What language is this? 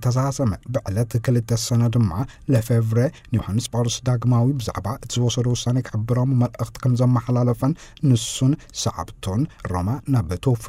Tigrinya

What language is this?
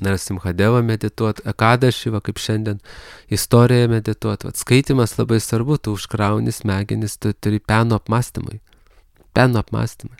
Lithuanian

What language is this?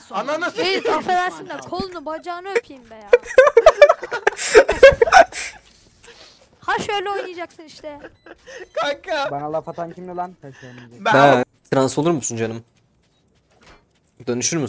Turkish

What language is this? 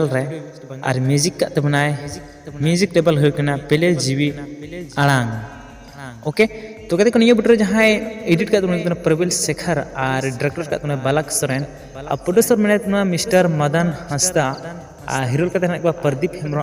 Santali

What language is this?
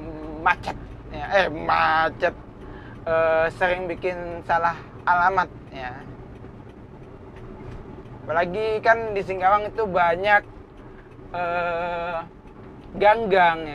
Indonesian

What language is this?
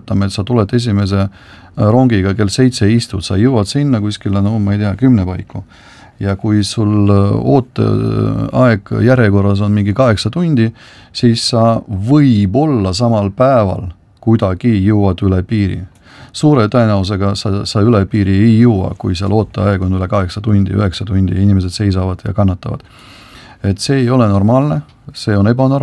Estonian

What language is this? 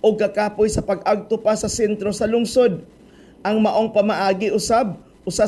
Cebuano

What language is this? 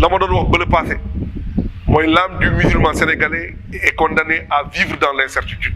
Wolof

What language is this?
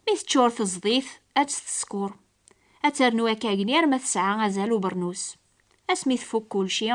Kabyle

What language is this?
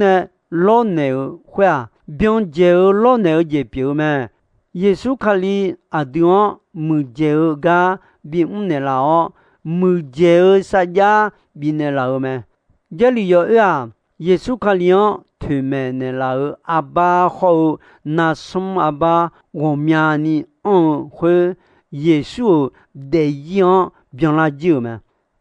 Akha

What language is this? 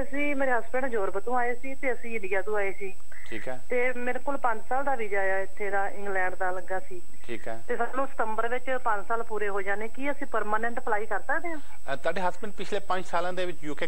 Punjabi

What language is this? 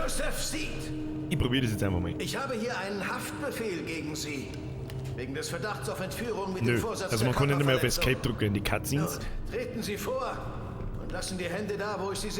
Bavarian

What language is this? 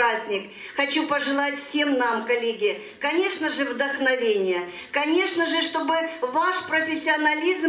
Russian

